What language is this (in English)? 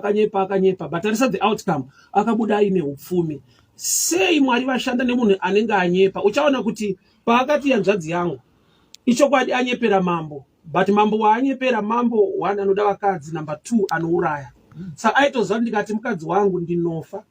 Shona